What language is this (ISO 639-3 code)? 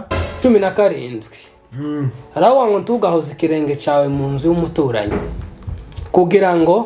kin